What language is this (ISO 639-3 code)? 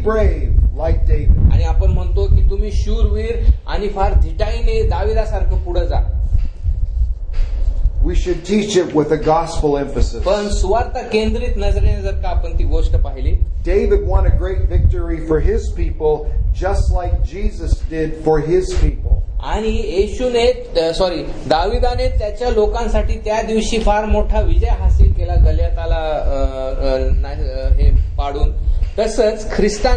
mar